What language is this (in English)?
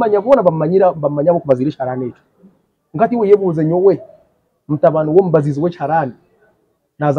Nyankole